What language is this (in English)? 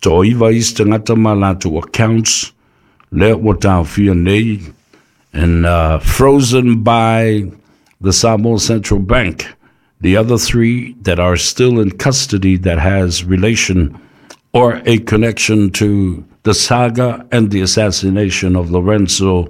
Samoan